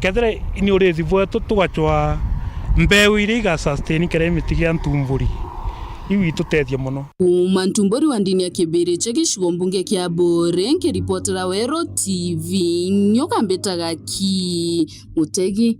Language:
Meru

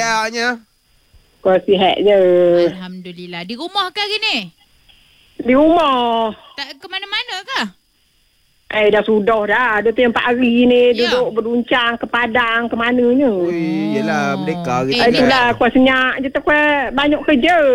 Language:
Malay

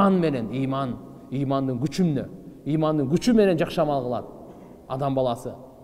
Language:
Kyrgyz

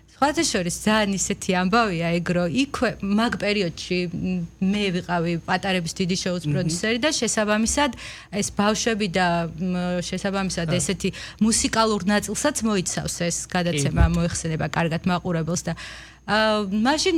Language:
Georgian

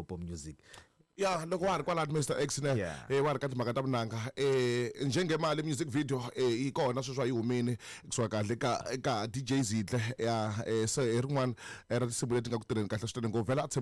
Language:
Tsonga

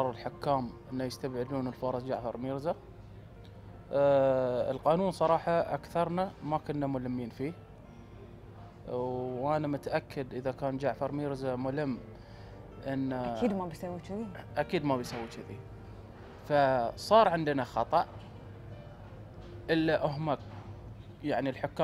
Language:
Gulf Arabic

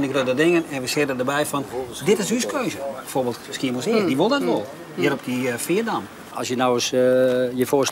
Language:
Western Frisian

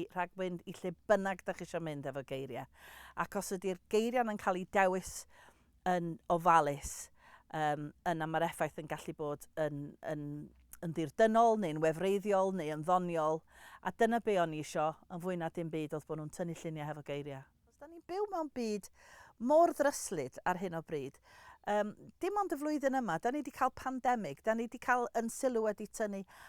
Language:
Welsh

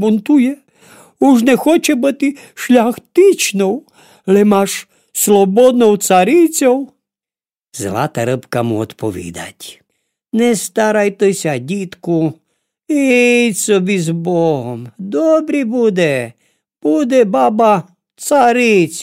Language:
Rusyn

